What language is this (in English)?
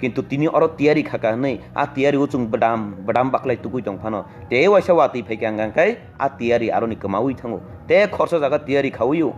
Kok Borok